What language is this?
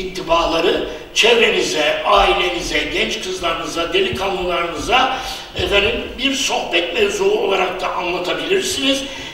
Turkish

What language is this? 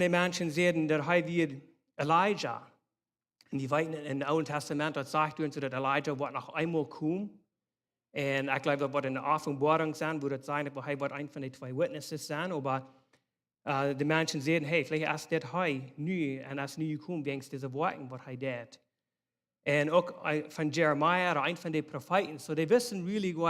Plautdietsch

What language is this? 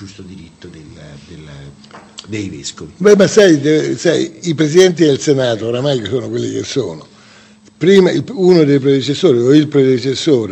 Italian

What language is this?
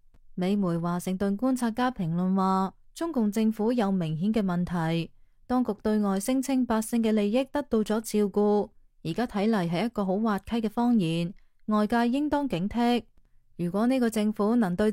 Cantonese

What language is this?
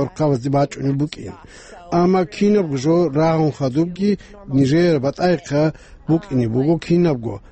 Avaric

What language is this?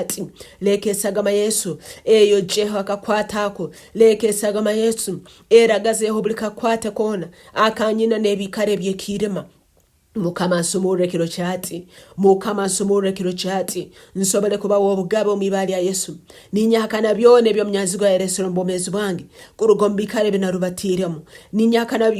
Nyankole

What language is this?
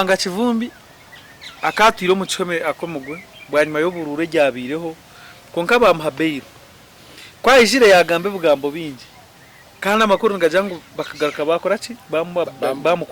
Nyankole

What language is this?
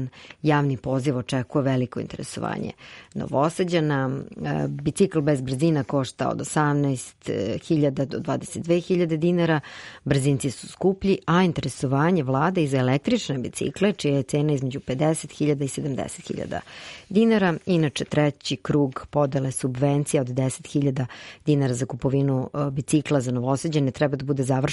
Serbian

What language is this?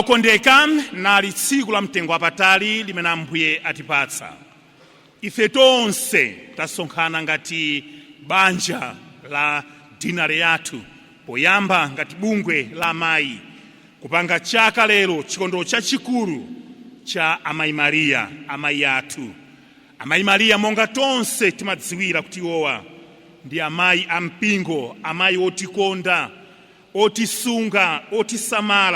Nyanja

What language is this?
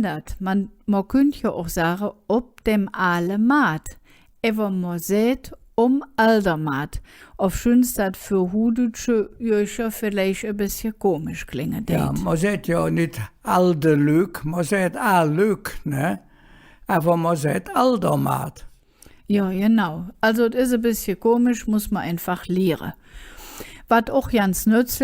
Colognian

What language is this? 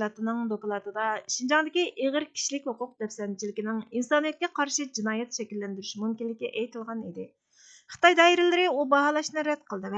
Uyghur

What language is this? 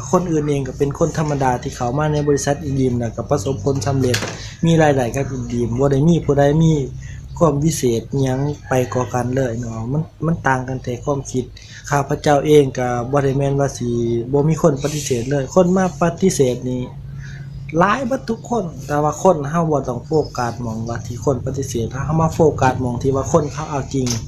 Lao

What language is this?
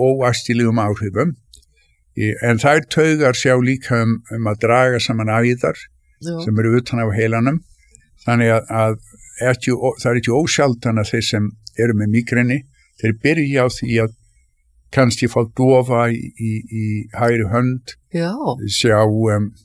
Icelandic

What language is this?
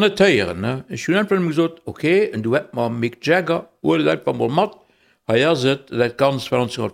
Luxembourgish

